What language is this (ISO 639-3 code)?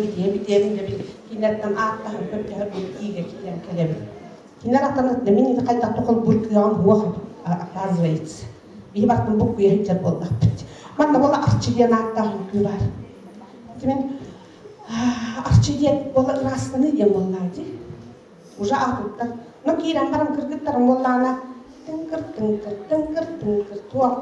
sah